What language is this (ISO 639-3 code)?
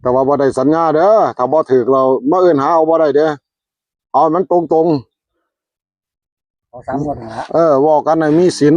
tts